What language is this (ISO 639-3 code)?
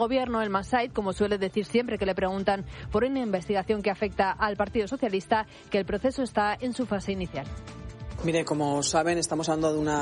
spa